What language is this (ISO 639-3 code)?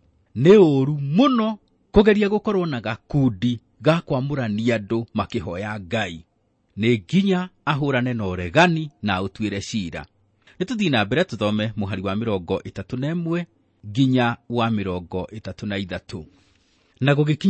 kik